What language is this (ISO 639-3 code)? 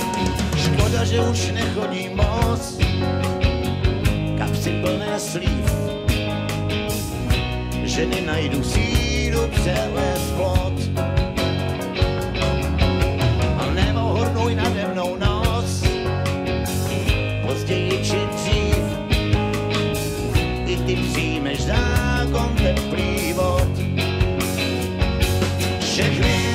ces